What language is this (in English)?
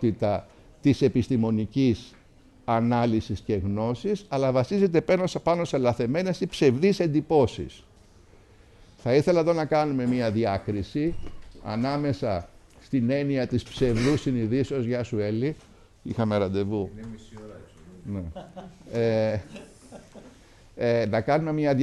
Greek